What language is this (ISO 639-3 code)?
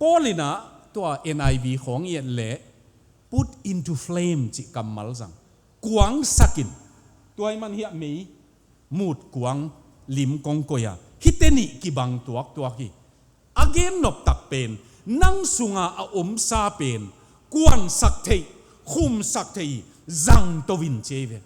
ctd